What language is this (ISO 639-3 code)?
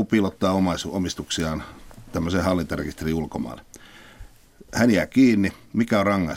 fin